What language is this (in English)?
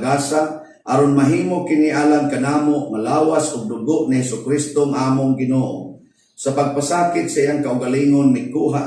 Cebuano